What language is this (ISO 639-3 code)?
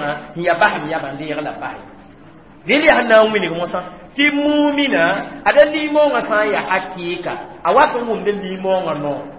mos